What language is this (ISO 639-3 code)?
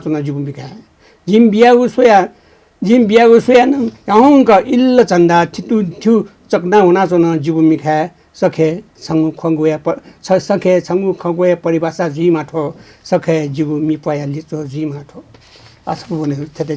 new